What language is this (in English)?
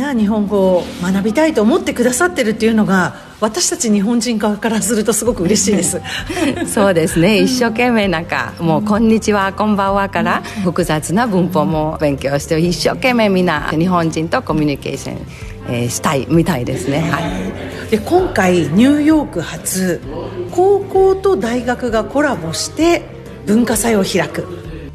Japanese